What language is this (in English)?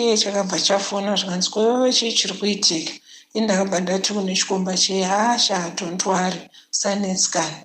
Shona